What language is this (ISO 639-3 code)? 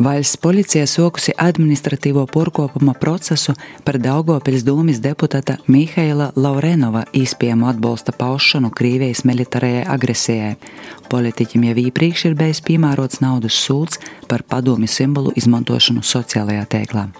lav